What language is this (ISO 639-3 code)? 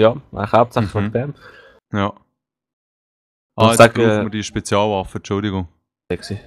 gsw